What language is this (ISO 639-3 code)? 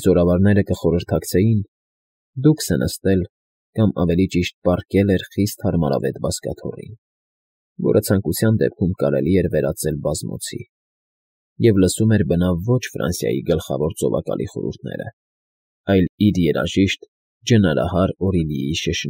hye